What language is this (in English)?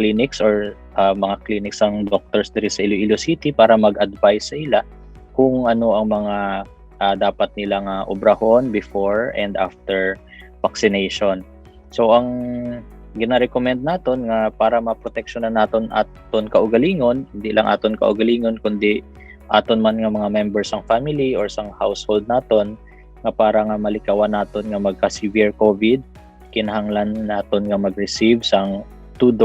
Hiligaynon